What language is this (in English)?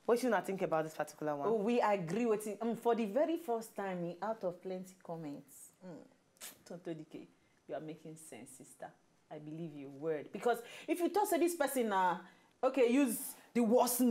Nigerian Pidgin